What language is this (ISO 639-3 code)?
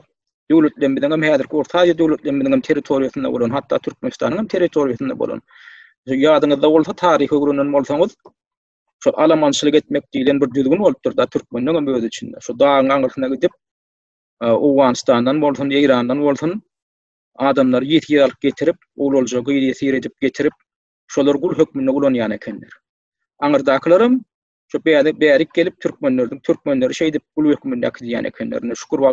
tuk